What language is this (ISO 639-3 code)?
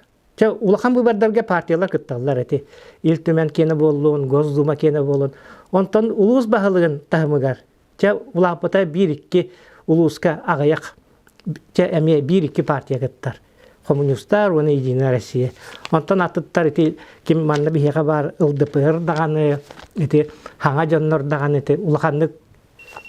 sah